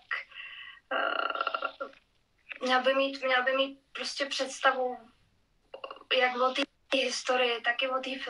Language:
Czech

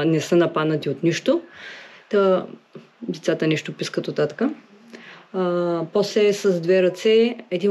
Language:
Bulgarian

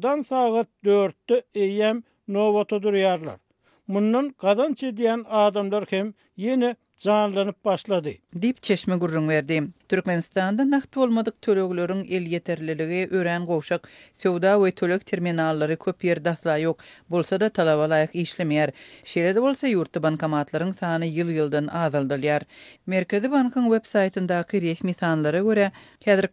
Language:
Turkmen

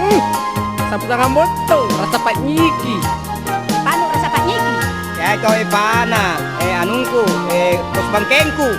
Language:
Makasar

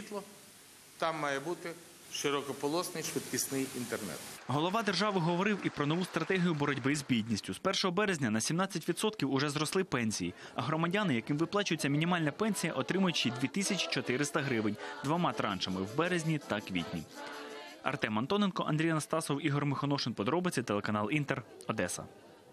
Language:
Ukrainian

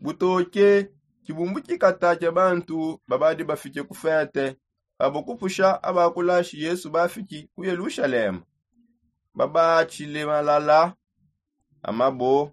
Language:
Songe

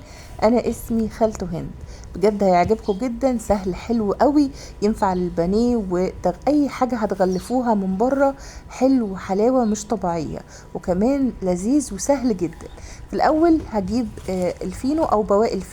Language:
Egyptian Arabic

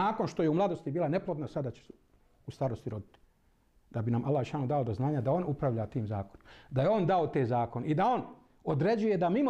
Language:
Bosnian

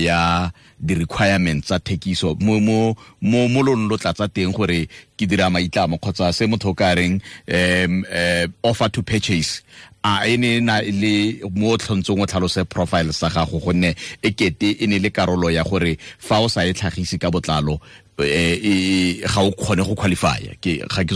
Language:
Tswana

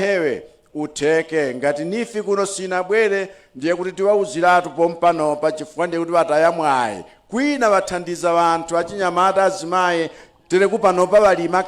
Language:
Nyanja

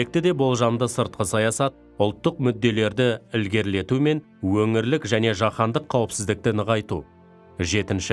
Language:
Kazakh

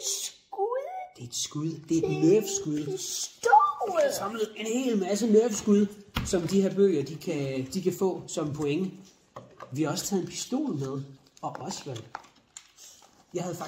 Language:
Danish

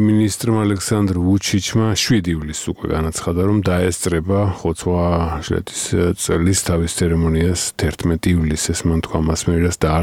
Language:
Georgian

